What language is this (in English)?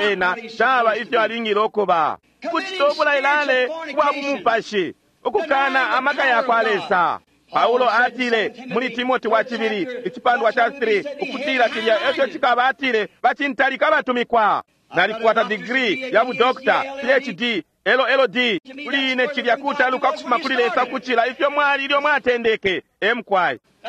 Bemba